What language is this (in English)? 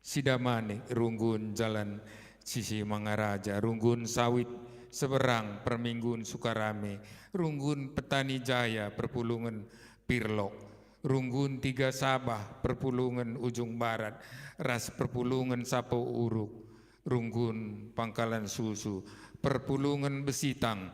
Batak Karo